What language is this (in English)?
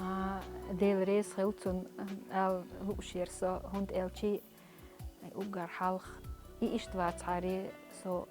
Chechen